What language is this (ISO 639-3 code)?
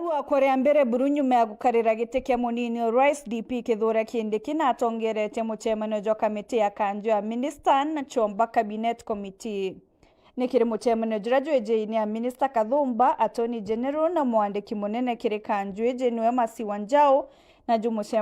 mer